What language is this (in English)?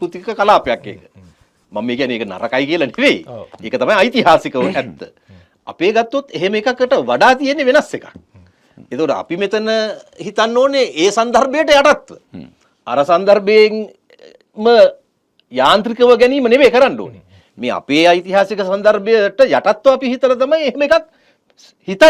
Sinhala